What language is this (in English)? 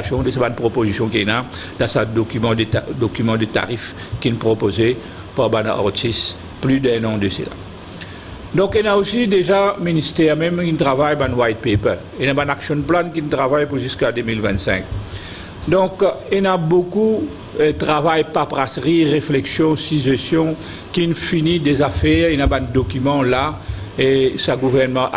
Morisyen